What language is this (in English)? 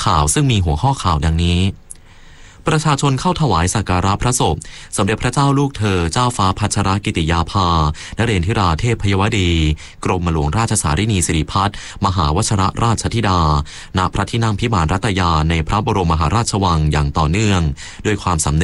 Thai